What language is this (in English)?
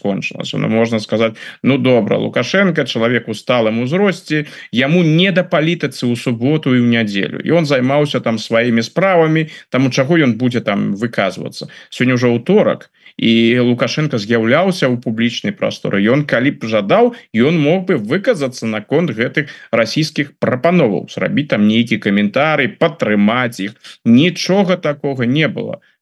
Belarusian